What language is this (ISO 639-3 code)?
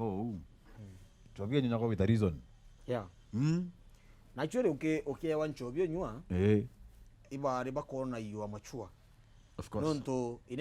mer